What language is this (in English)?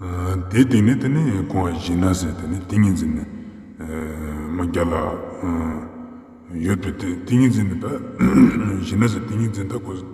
Ladakhi